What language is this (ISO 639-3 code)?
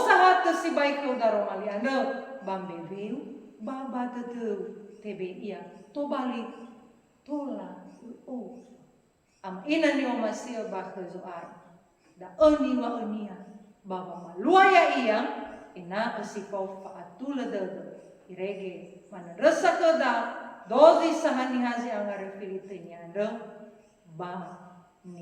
nia